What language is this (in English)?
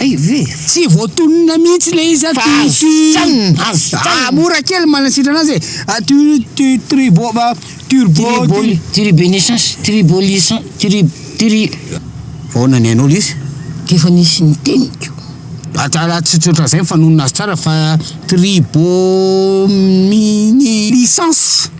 Malagasy